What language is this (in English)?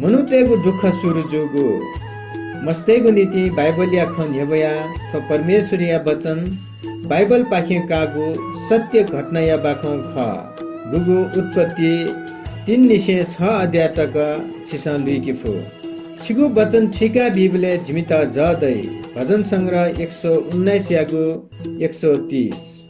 Newari